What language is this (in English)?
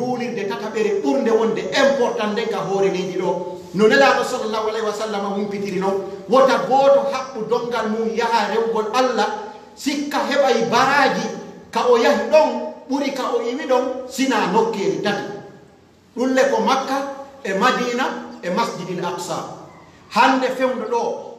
Pular